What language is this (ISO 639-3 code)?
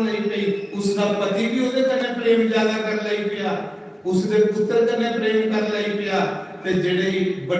doi